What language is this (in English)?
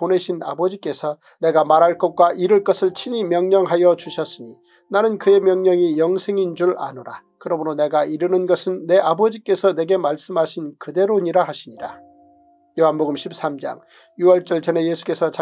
Korean